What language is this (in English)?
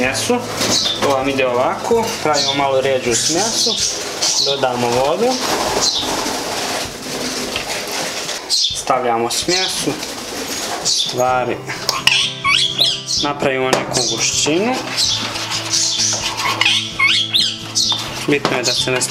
Croatian